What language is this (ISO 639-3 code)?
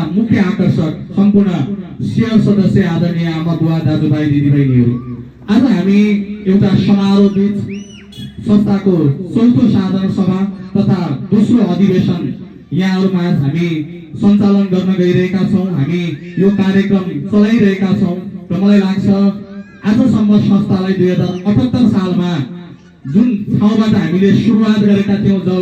nep